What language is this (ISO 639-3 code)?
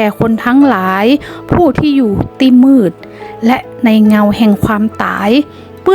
nod